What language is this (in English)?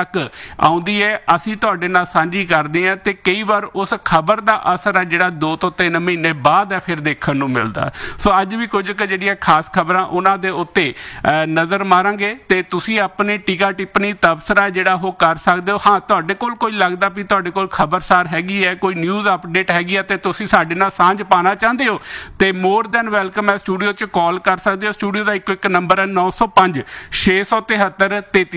Punjabi